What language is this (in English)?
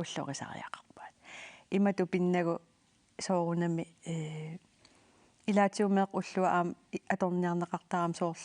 Kalaallisut